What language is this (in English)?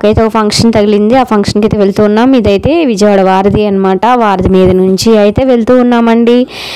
Telugu